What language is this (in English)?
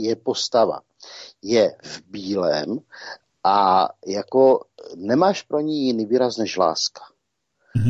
Czech